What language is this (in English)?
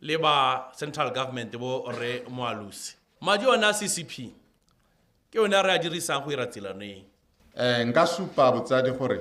Tswana